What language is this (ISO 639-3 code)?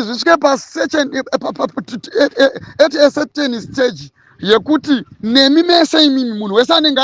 sna